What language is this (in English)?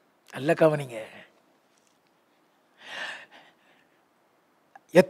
Tamil